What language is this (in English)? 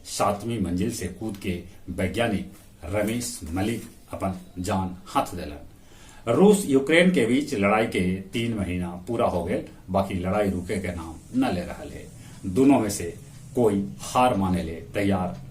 Magahi